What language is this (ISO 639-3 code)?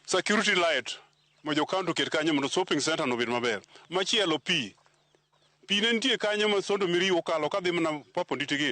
luo